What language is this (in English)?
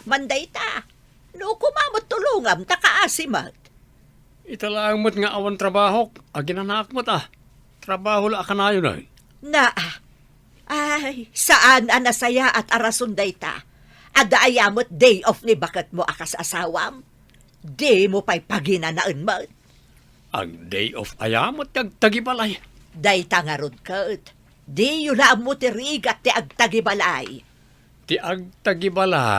Iloko